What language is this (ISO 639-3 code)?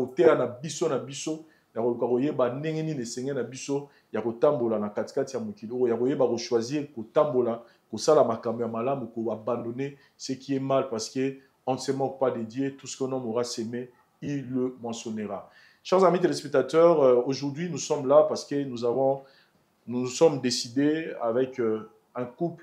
lin